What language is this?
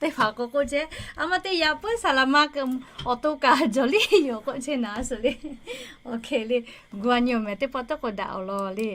Lahu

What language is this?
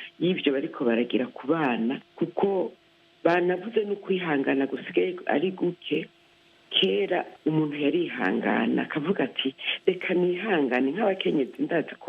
Rundi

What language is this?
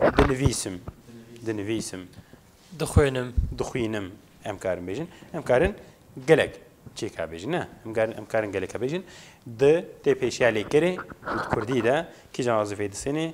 Kurdish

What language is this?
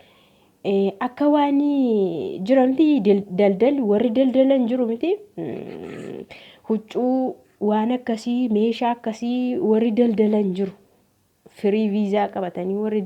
Oromo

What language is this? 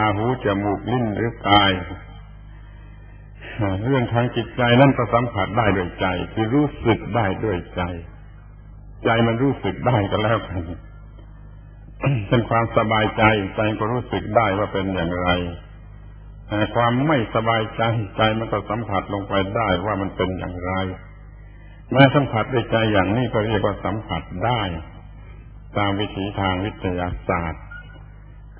Thai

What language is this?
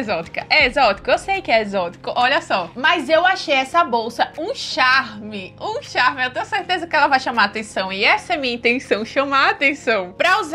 Portuguese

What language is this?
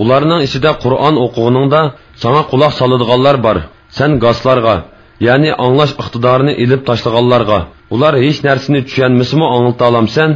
Uyghur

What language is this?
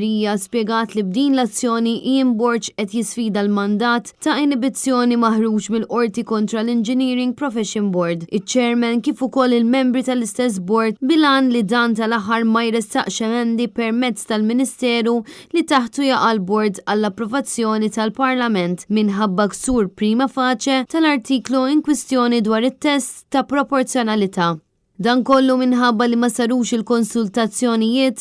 Maltese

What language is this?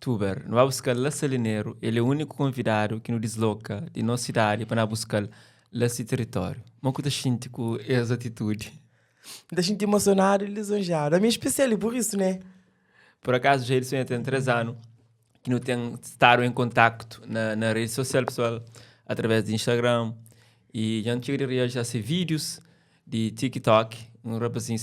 Kabuverdianu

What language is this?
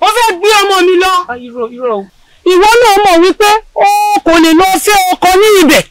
Yoruba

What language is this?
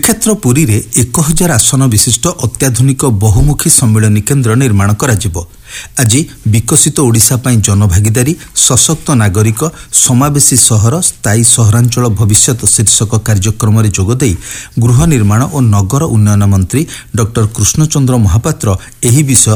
Odia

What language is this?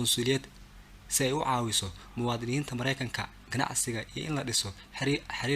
Somali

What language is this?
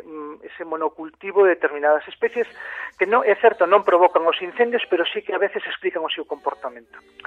Galician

